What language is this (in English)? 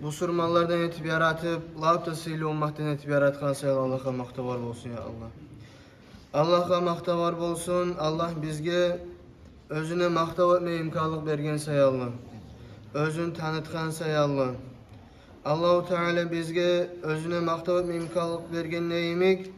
Kumyk